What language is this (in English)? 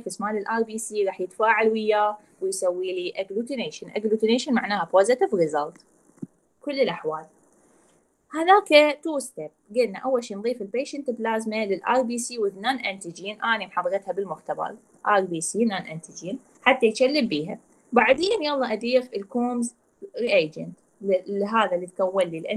Mesopotamian Arabic